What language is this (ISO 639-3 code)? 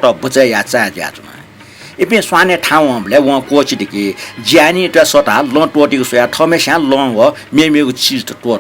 new